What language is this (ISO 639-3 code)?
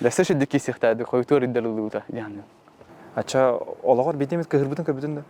sah